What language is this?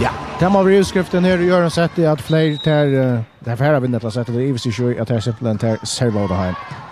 Faroese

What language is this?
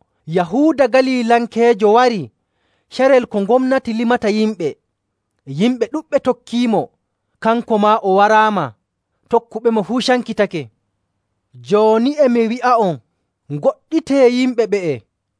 Nigerian Fulfulde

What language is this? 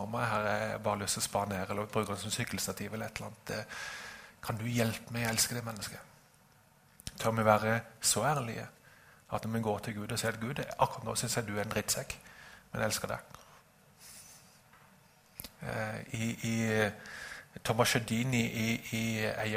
Norwegian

